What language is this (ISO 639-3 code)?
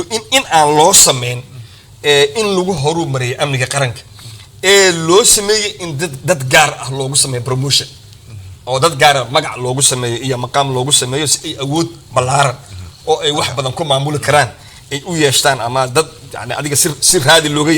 som